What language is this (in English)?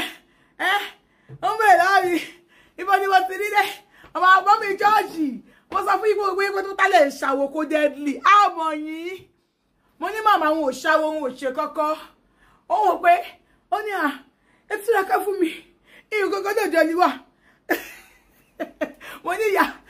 Yoruba